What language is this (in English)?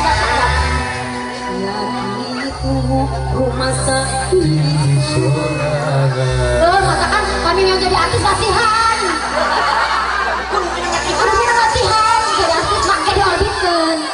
Sundanese